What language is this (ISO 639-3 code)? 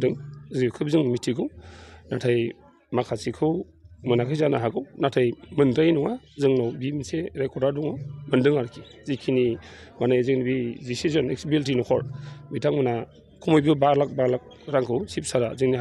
brx